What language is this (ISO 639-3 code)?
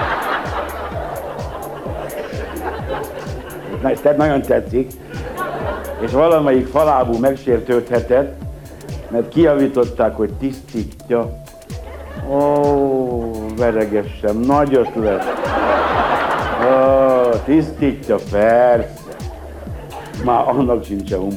hun